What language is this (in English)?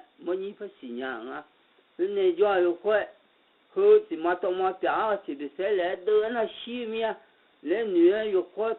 Akha